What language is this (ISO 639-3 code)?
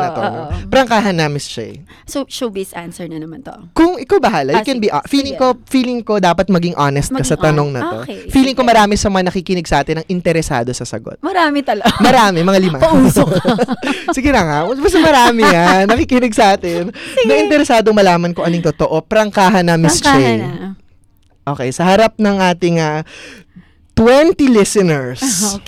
fil